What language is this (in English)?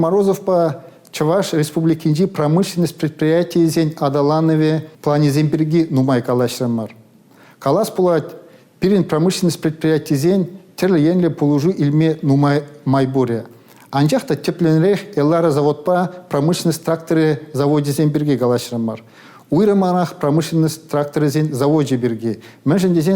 Chuvash